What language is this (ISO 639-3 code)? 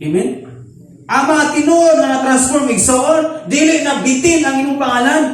ceb